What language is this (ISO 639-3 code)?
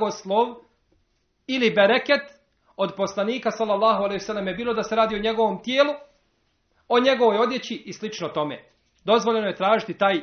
bos